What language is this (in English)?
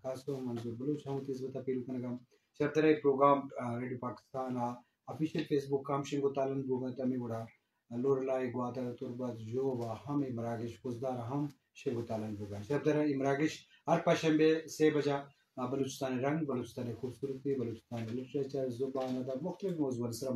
Eastern Balochi